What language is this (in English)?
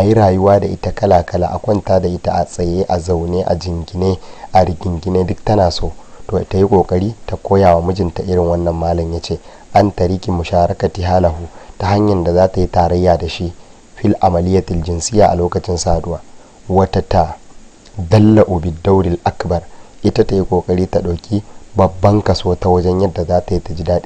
Hausa